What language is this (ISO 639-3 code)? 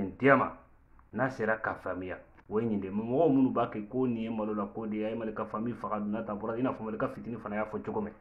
bam